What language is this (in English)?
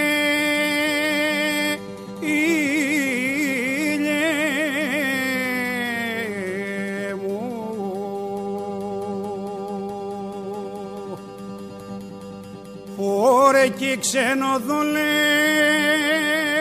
Greek